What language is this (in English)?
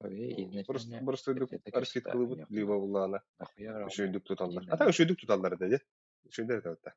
Yakut